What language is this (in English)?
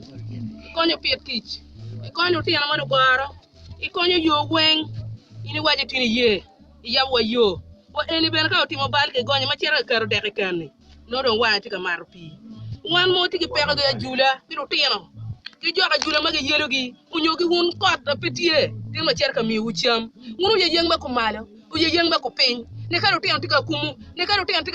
Acoli